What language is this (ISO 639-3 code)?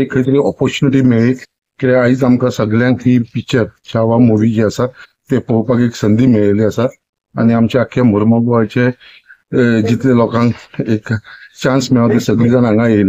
kok